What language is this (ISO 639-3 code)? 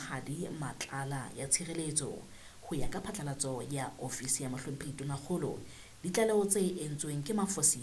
sot